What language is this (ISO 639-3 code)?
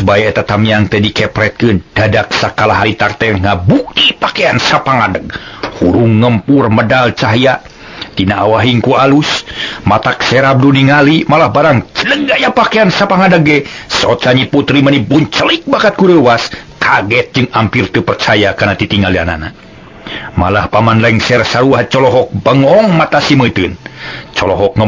sun